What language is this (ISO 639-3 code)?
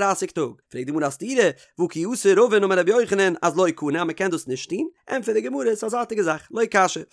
yid